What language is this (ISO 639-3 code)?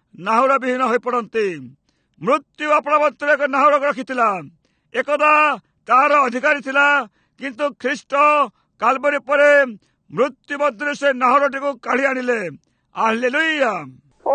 ori